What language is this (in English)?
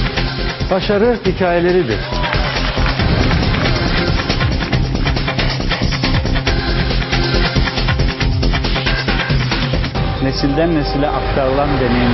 Turkish